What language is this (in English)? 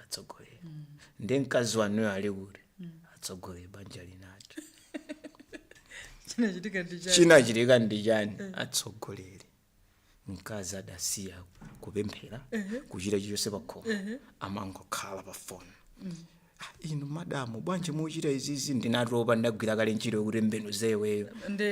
Nyanja